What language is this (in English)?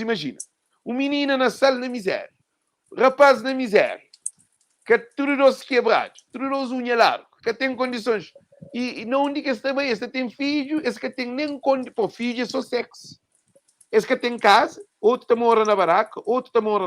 Kabuverdianu